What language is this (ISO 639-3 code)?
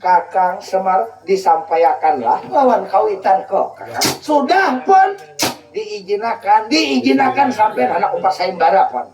bjn